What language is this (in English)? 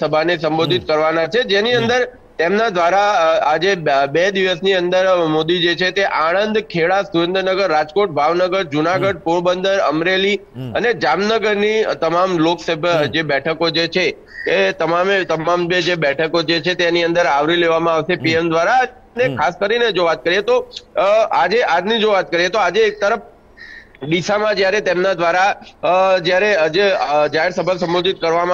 Gujarati